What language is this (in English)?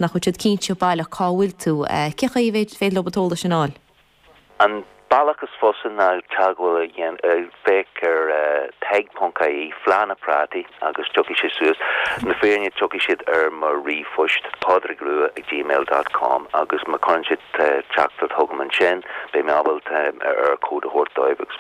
Irish